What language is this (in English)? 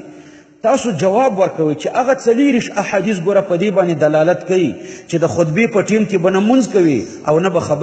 Pashto